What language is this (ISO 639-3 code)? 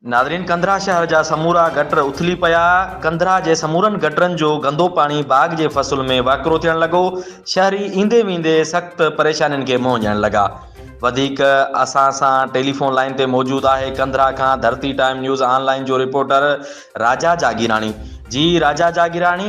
snd